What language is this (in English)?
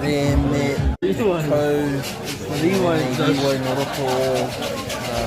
Māori